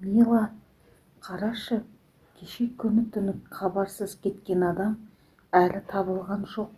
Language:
Kazakh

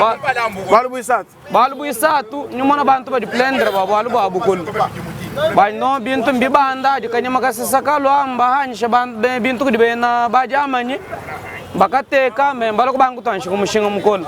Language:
Luba-Lulua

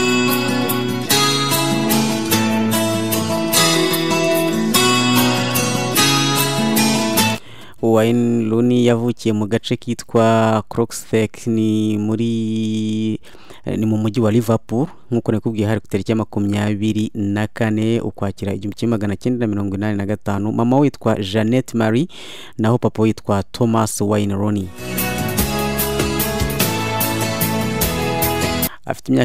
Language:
Kinyarwanda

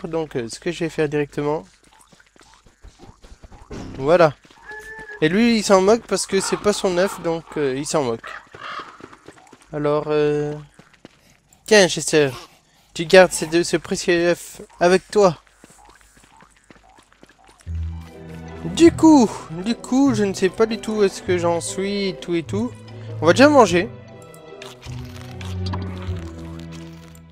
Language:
French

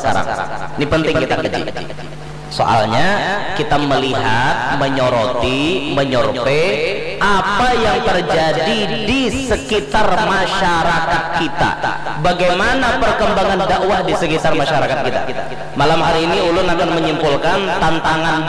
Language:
Banjar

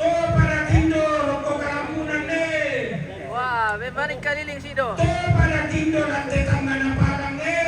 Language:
Toraja-Sa'dan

